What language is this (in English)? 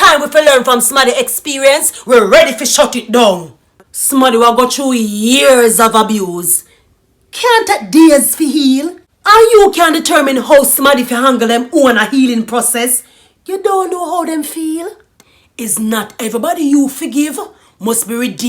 Jamaican Creole English